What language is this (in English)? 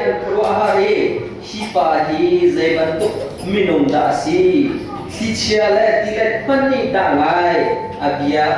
Hakha Chin